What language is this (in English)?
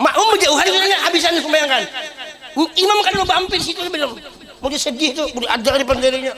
Banjar